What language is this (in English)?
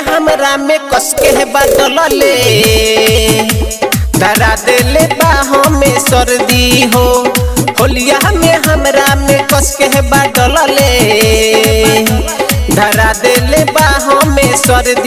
Bhojpuri